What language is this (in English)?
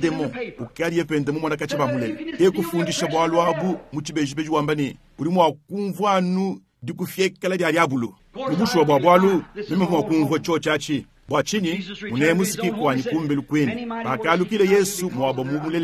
Luba-Lulua